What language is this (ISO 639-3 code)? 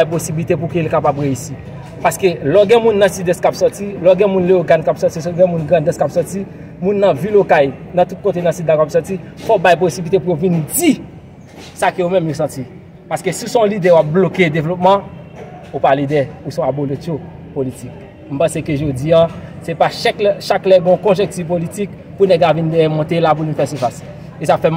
hat